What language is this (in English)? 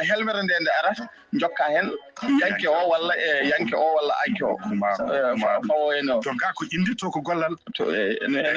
Fula